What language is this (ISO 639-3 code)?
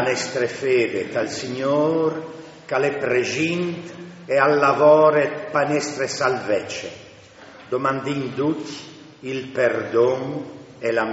fur